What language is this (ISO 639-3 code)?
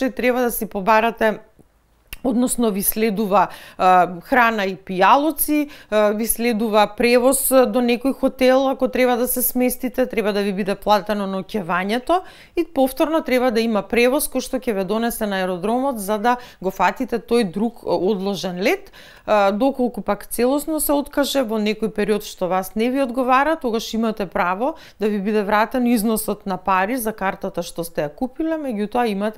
mkd